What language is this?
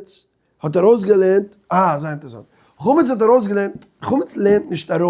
Yiddish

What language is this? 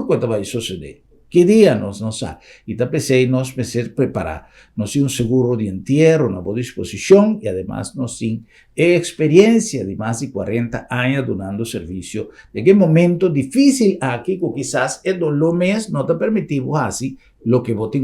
Papiamento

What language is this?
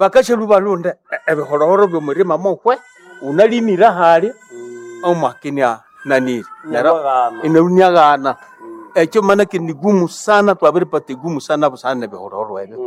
Nande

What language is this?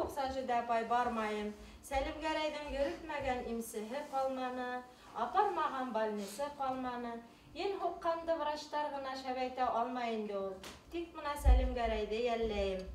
Bashkir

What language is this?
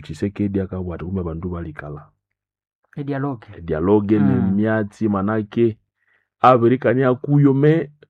Nande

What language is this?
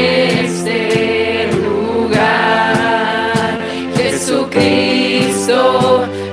Plautdietsch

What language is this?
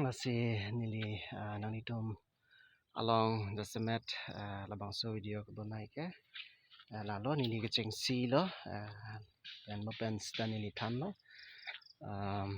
Karbi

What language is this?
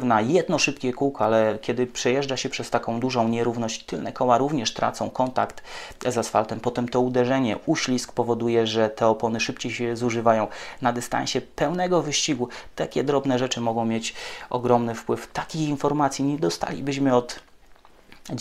Polish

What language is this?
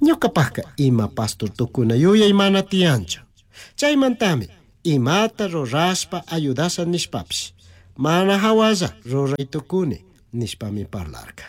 Chimborazo Highland Quichua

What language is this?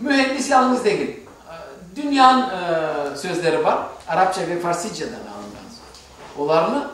Crimean Tatar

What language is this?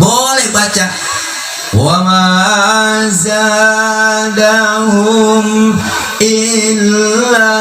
Betawi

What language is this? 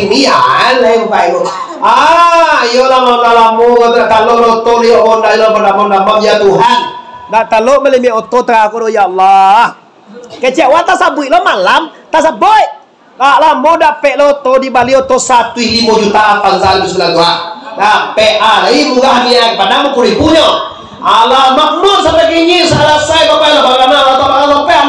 Minangkabau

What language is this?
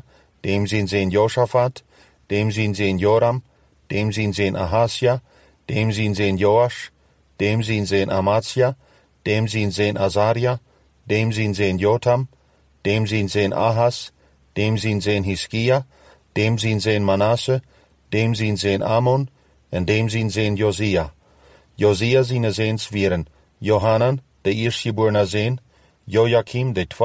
Plautdietsch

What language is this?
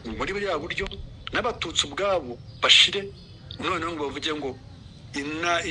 Rundi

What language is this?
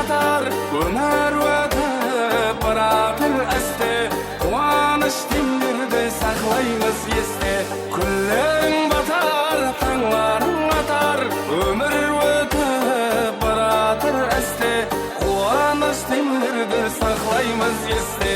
Kara-Kalpak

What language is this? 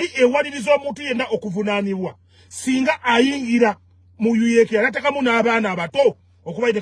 Ganda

